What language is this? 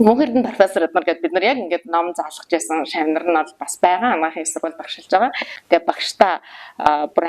Mongolian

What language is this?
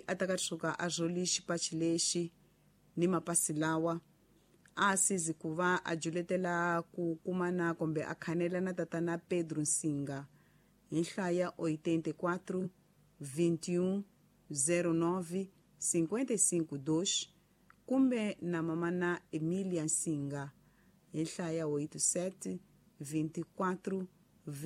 Tsonga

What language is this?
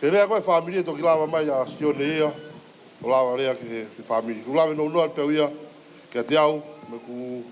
Tongan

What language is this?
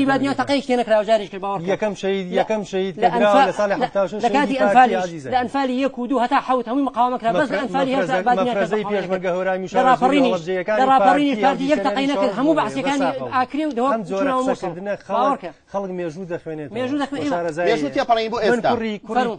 Central Kurdish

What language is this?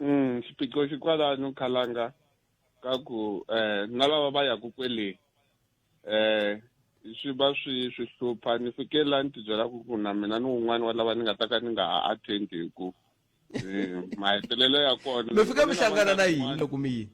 Tsonga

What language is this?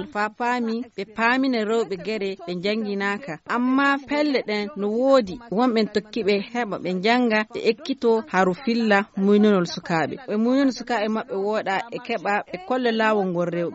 Fula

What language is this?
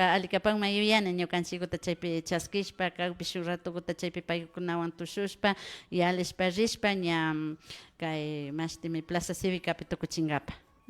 Imbabura Highland Quichua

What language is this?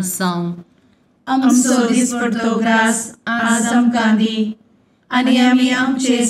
Konkani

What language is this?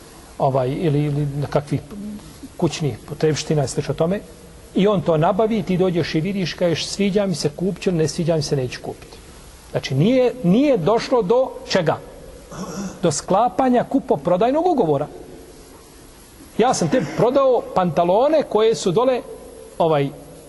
Bosnian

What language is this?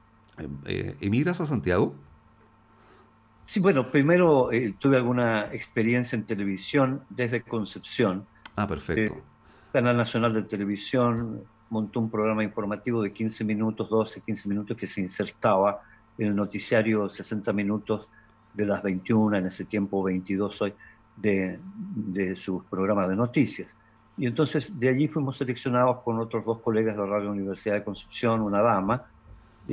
Spanish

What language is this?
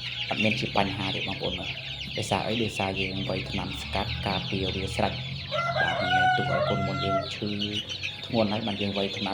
Khmer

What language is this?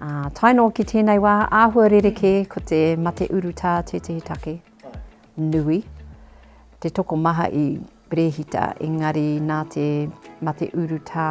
Māori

